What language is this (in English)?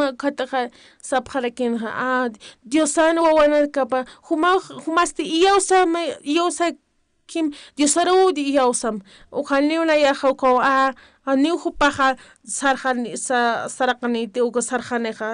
Aymara